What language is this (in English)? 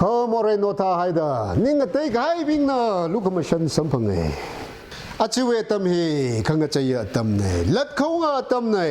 Tangkhul Naga (India)